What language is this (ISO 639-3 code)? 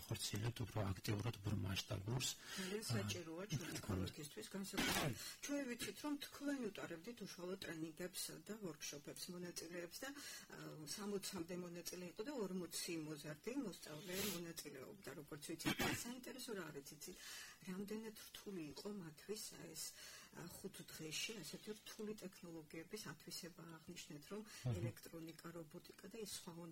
kat